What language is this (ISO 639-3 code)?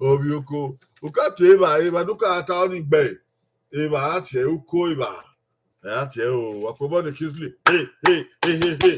bin